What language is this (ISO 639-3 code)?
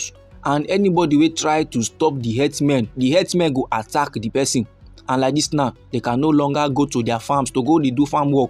pcm